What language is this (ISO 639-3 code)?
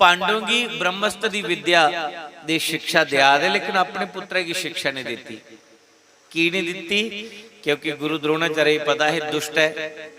doi